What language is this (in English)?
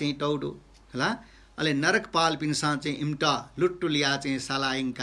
Newari